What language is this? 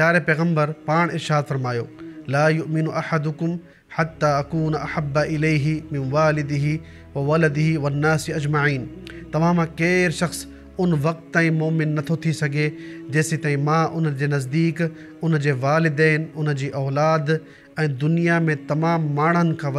Sindhi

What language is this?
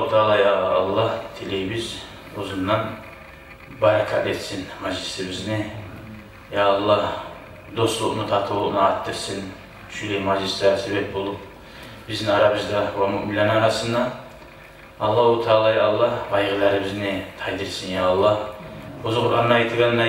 Kumyk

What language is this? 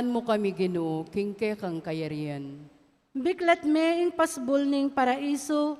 Pampanga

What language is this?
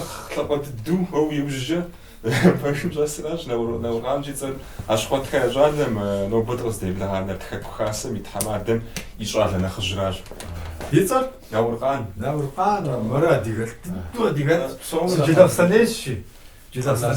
Kabardian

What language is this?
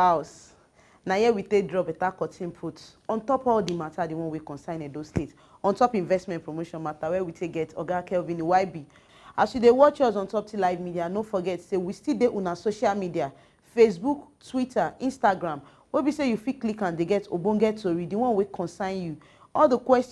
Nigerian Pidgin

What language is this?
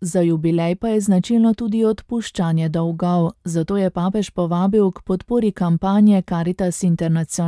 Slovenian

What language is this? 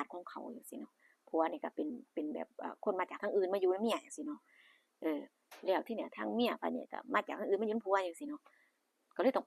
Northeastern Thai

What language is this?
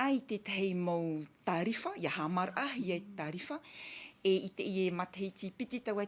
Tahitian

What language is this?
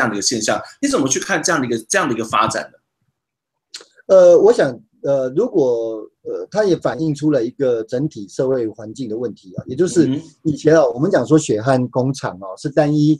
Chinese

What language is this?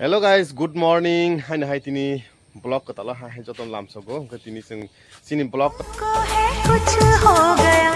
Kok Borok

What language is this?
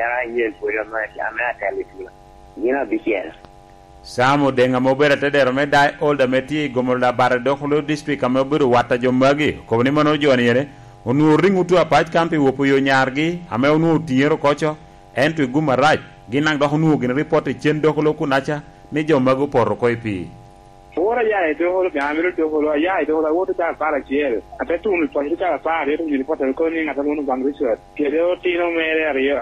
Lango (Uganda)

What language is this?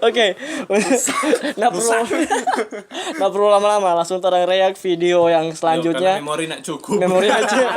Manado Malay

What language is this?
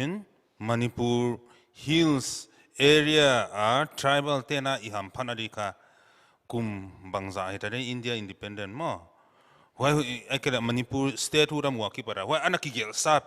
Paite Chin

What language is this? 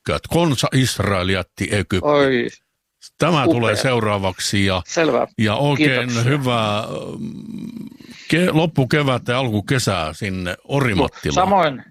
Finnish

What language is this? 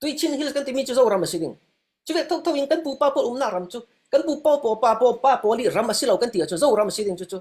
Falam Chin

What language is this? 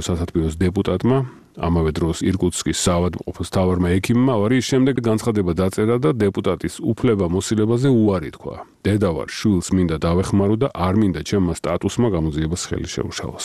Georgian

